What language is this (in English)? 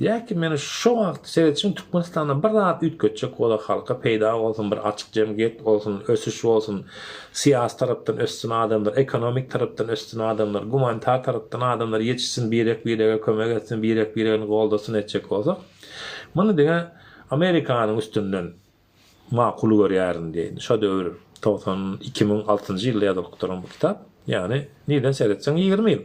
Turkmen